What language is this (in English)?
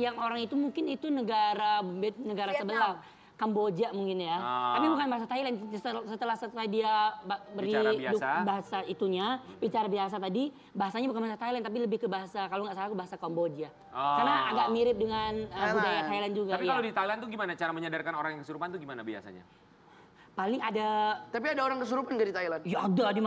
Indonesian